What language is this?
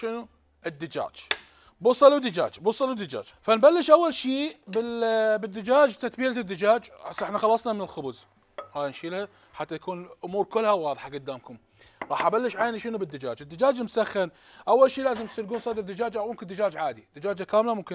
Mesopotamian Arabic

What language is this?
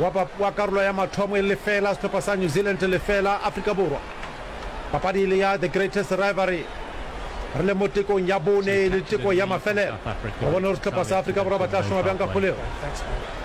Northern Sotho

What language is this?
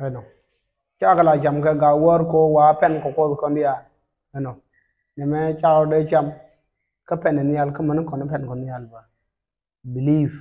Nuer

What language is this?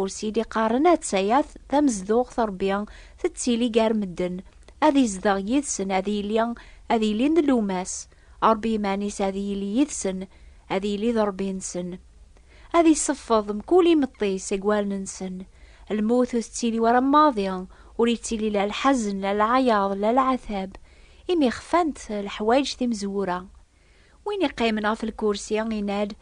Kabyle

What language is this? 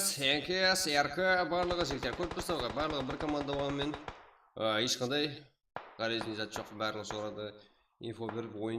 Kara-Kalpak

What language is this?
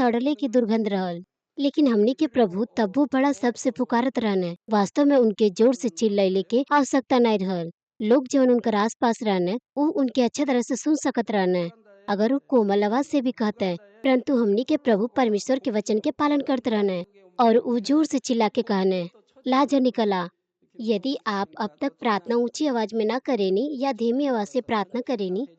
Bhojpuri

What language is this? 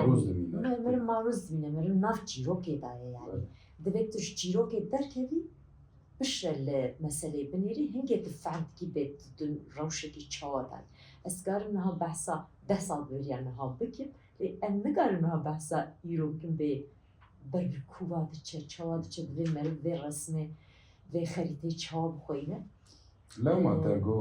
Kurdish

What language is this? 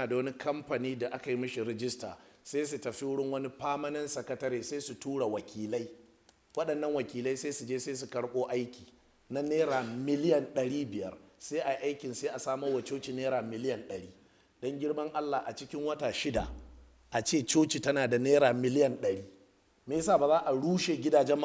Hausa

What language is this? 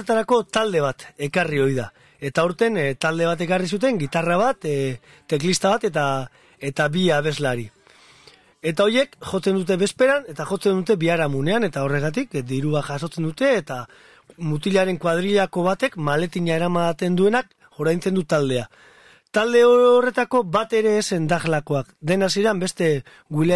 Basque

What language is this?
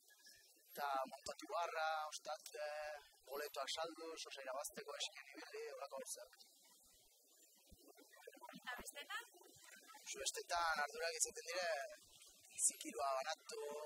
Basque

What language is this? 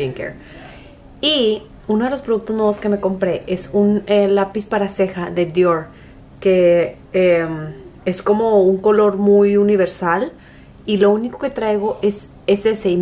Spanish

